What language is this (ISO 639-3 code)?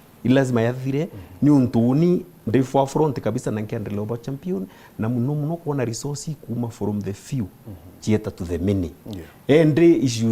mer